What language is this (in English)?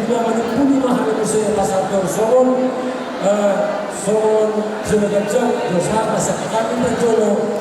Batak Toba